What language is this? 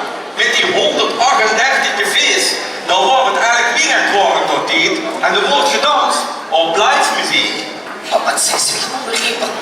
Limburgish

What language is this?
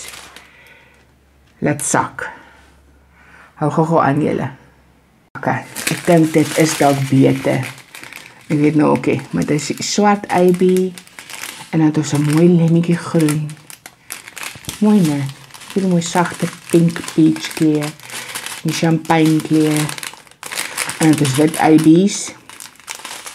Afrikaans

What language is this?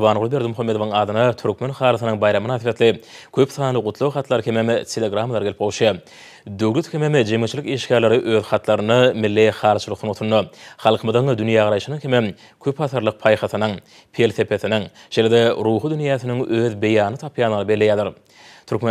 Turkmen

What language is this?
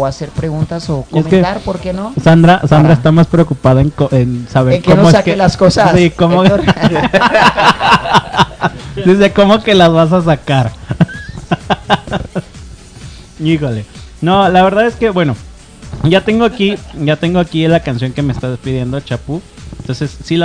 Spanish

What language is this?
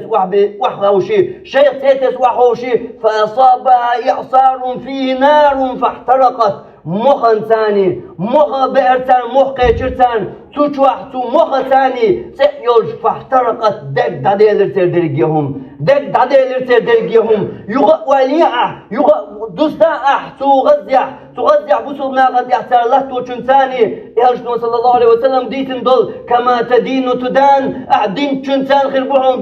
Chechen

